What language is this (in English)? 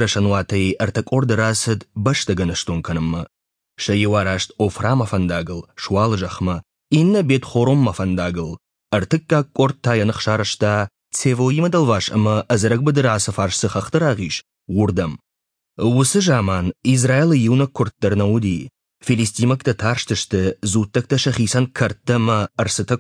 Ossetic